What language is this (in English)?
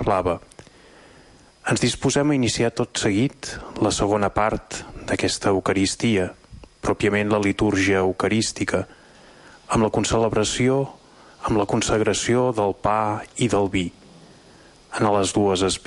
Catalan